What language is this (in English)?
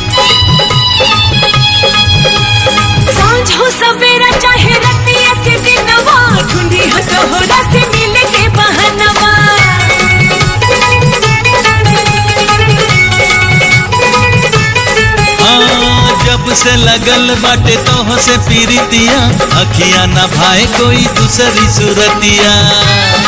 Bhojpuri